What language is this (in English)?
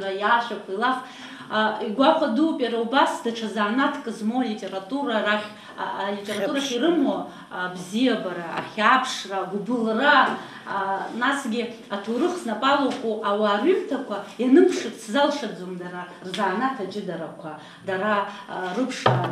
Abkhazian